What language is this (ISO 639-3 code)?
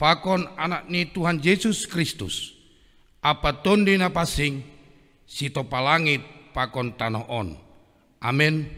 bts